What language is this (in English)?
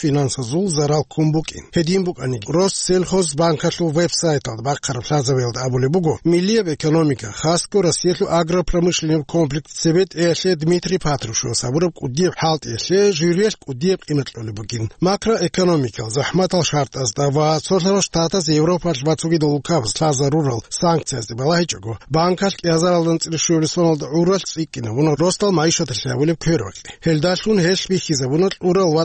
Avaric